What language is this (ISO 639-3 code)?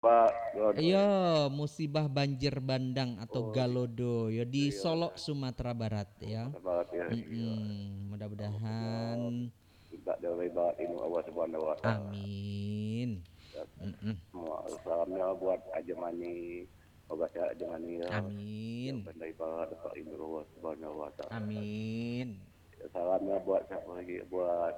min